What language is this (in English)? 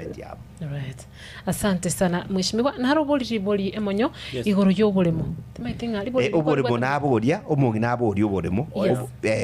Gusii